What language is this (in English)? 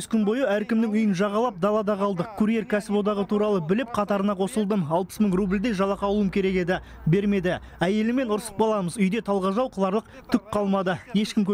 Kazakh